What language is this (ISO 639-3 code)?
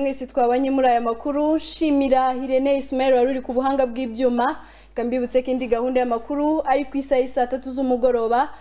kin